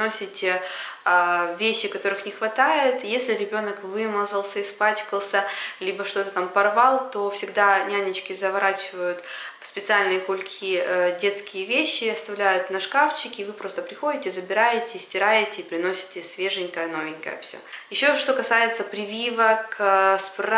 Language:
Russian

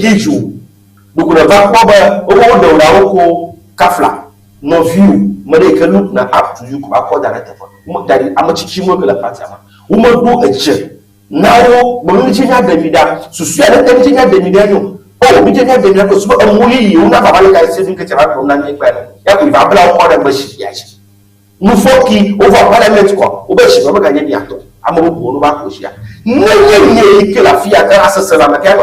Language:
Ewe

